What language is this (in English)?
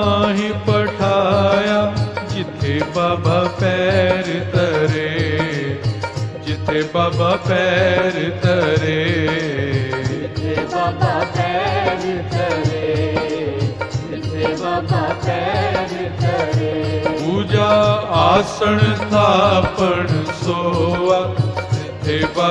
Punjabi